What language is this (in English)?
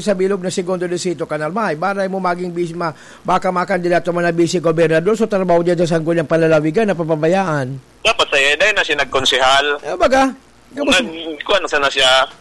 Bikol